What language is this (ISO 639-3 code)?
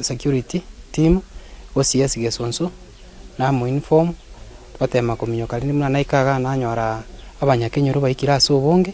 guz